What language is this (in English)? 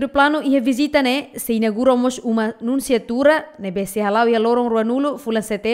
Tetum